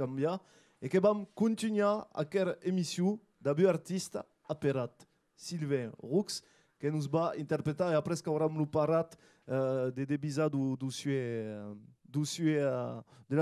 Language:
Occitan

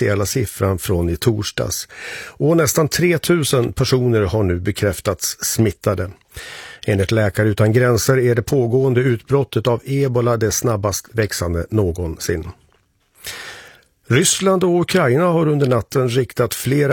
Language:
Swedish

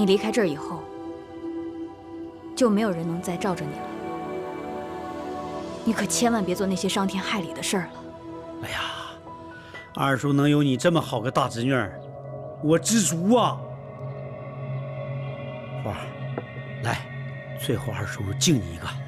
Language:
Chinese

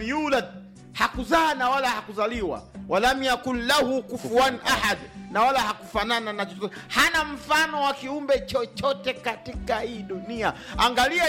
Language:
Swahili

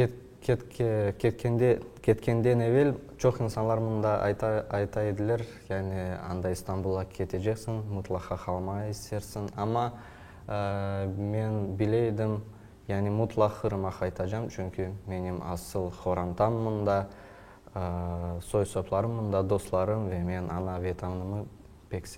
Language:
Crimean Tatar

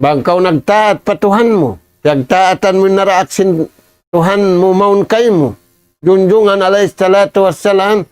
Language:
Tausug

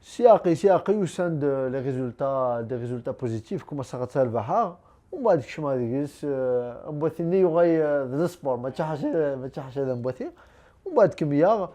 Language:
Kabyle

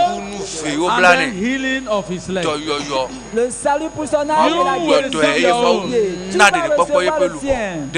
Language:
Ewe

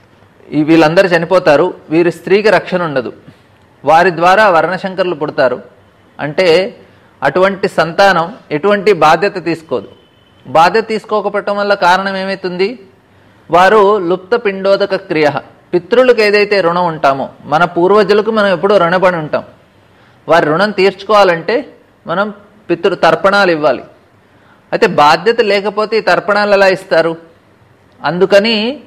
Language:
Telugu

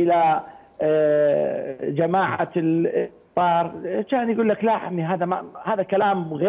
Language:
Mesopotamian Arabic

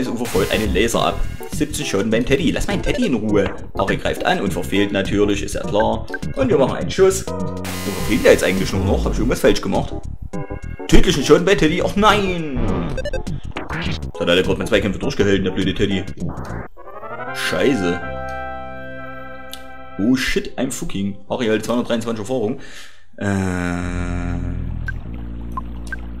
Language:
German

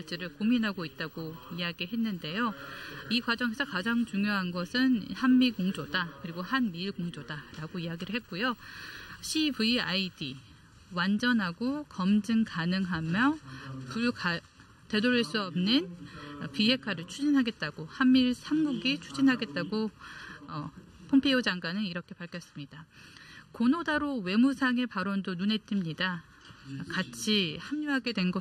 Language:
Korean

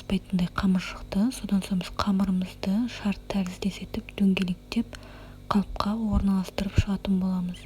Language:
Kazakh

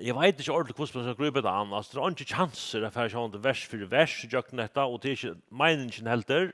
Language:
Faroese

